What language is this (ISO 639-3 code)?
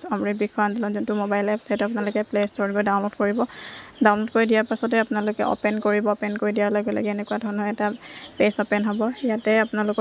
asm